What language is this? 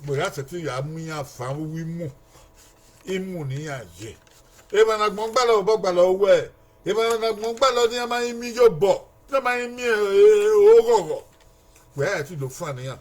Bini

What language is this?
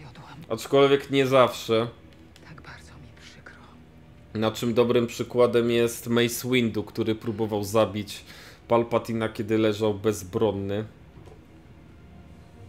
Polish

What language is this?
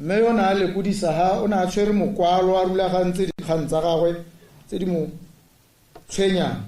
Tswana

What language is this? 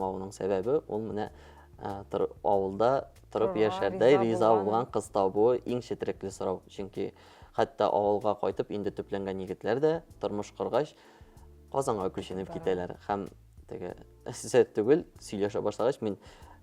Tatar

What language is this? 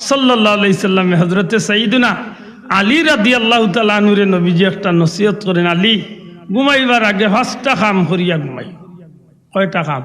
Sylheti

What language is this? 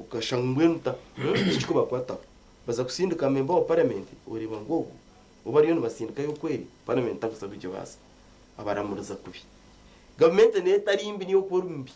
Nyankole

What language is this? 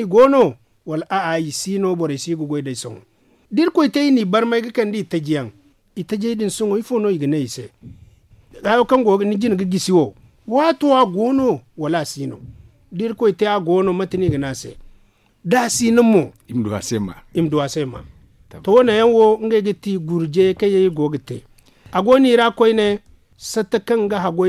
Zarma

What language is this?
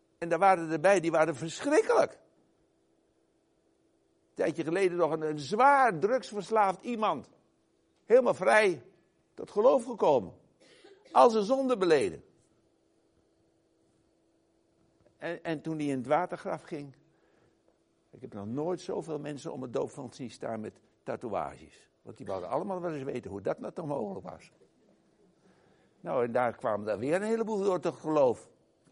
Dutch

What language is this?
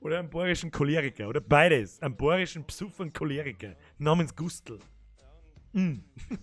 Bavarian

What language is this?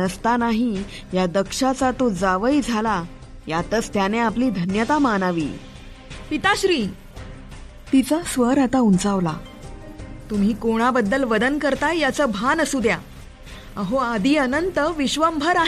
Marathi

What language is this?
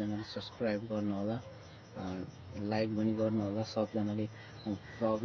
Nepali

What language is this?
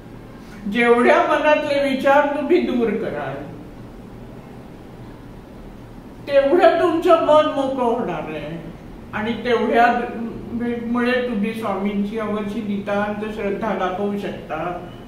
Marathi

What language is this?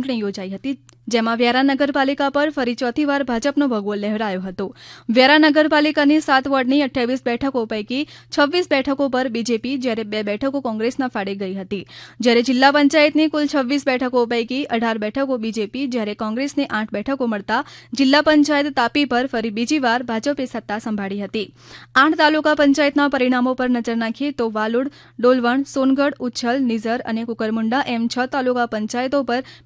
Gujarati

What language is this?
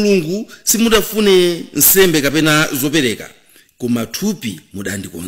Nyanja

